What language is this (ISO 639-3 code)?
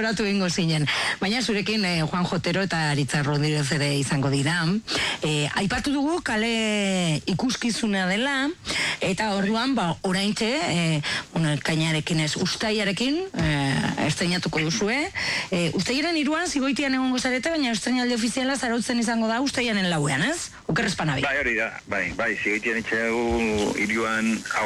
eus